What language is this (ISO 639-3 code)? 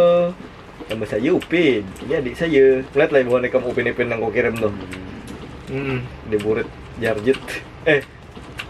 bjn